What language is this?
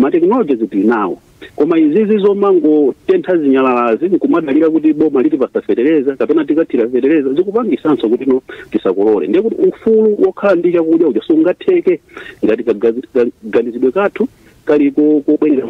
Nyanja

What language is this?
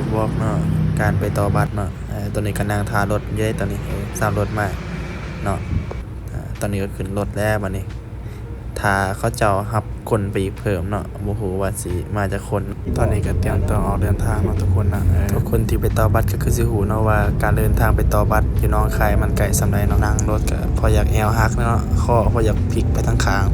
Lao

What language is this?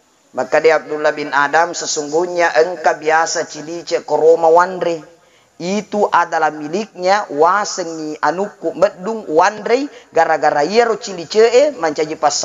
Buginese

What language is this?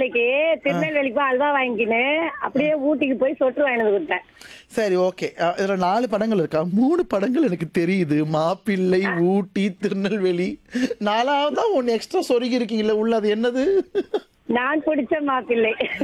Tamil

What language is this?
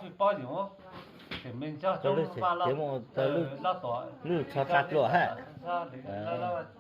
Hmong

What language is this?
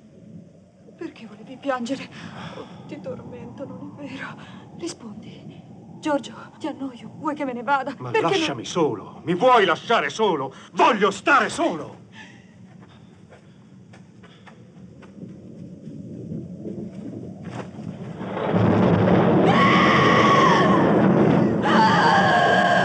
Italian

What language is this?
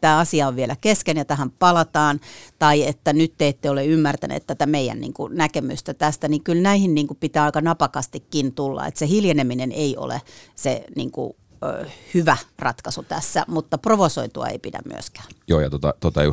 Finnish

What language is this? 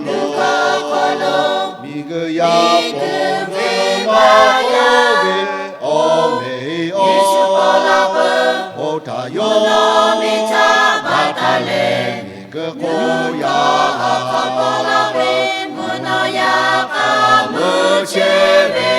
Lahu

